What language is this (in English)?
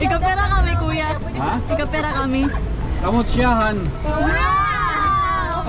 Waray